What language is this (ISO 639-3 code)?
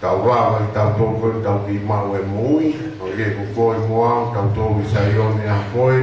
ton